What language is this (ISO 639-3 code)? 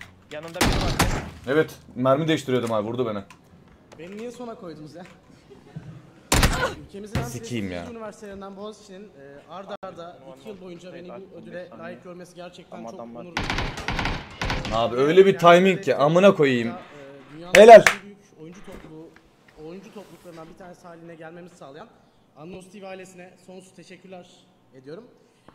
tur